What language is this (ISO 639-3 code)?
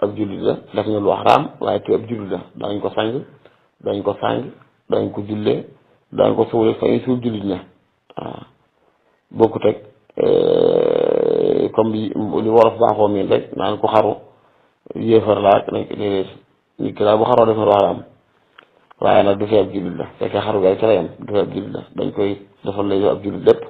wol